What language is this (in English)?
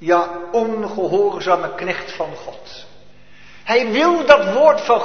Dutch